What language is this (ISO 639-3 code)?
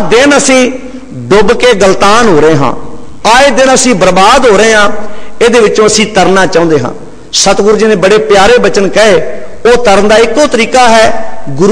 pan